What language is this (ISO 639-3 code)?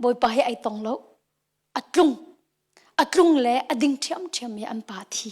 cnh